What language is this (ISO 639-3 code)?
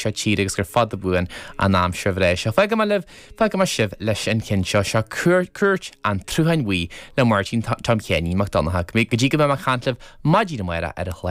gle